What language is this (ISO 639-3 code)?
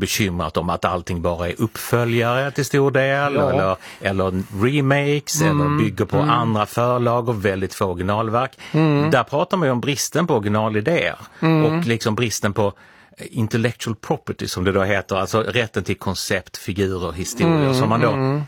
swe